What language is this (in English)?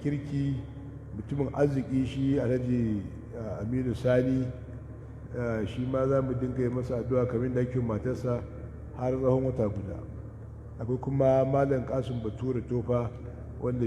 Hausa